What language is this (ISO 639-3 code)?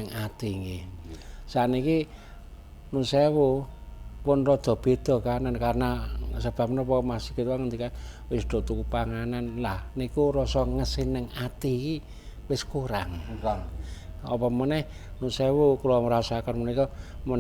jav